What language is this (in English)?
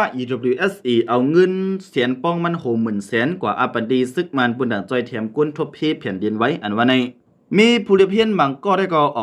Shan